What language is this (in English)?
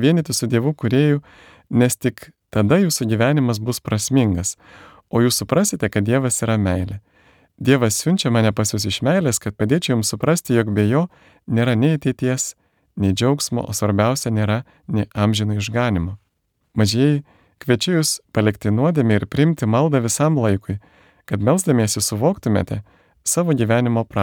Lithuanian